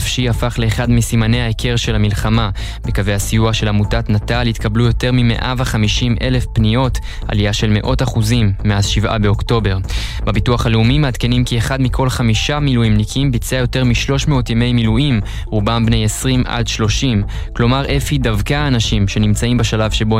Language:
Hebrew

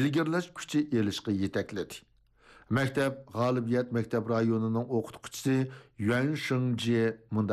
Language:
Uyghur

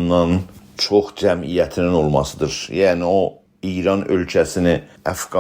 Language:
South Azerbaijani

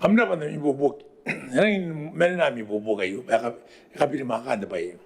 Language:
Gilbertese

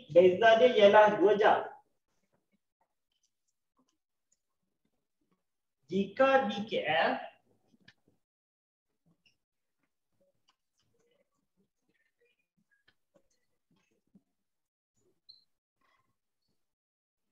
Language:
Malay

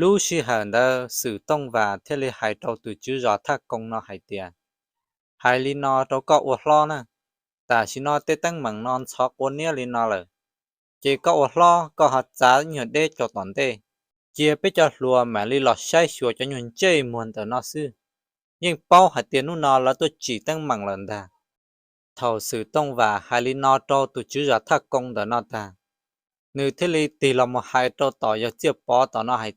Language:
Hmong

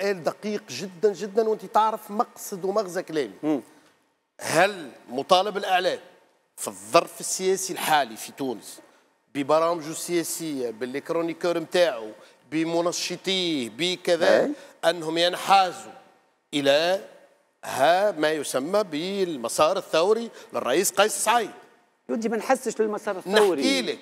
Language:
Tunisian Arabic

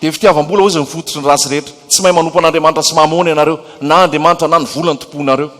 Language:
Malagasy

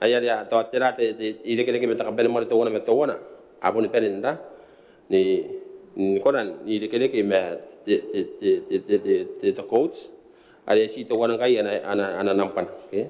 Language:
Gilbertese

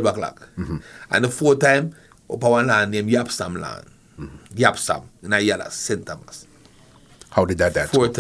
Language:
Jamaican Creole English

